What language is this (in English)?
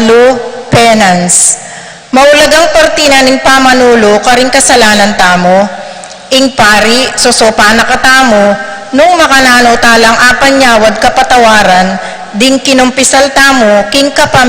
Pampanga